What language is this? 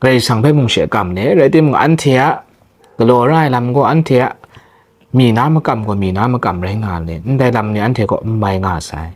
Kachin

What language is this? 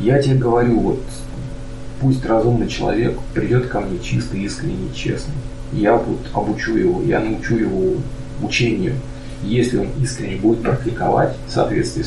Russian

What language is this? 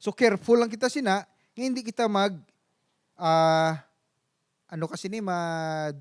Hiligaynon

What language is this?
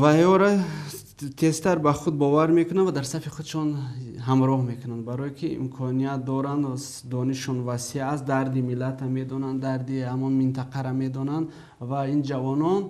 Tajik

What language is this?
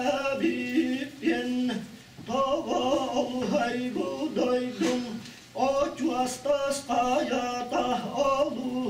Yakut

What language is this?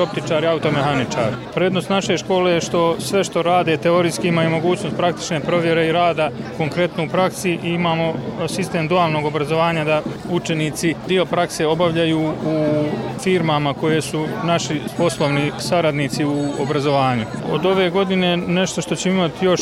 Bosnian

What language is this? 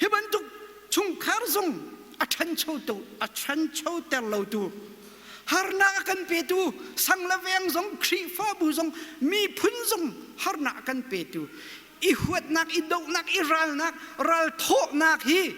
Hakha Chin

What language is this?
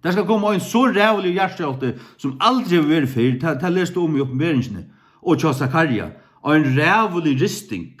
Faroese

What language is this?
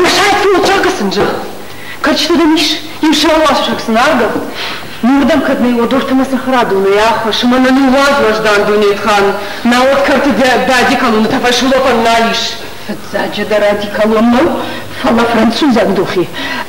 Ossetic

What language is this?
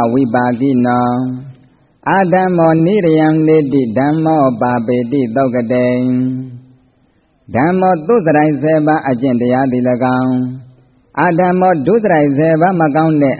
Burmese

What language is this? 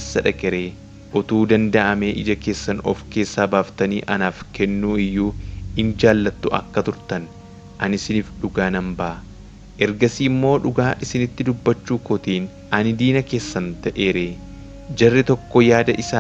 Oromo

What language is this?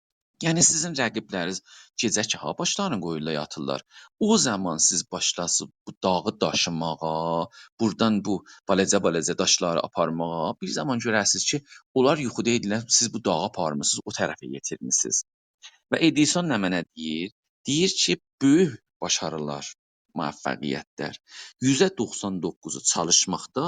South Azerbaijani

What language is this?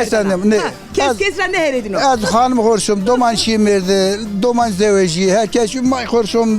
Zaza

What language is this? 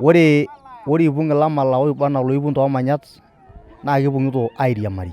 Masai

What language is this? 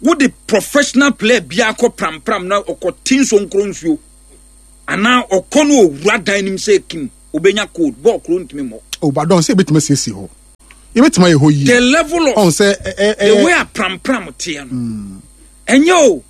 Akan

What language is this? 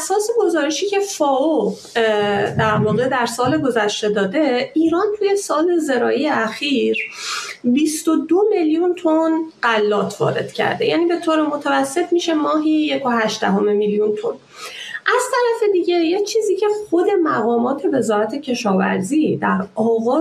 Persian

